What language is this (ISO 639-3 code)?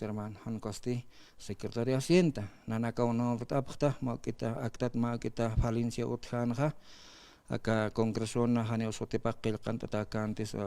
aym